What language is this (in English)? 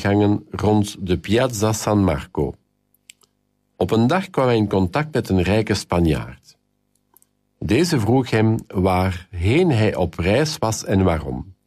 Dutch